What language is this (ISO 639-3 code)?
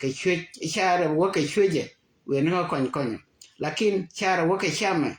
nus